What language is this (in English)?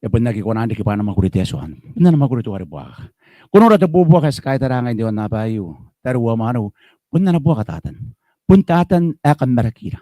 Gilbertese